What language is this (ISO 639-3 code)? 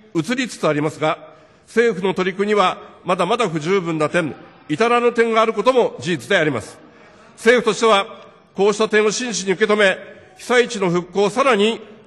jpn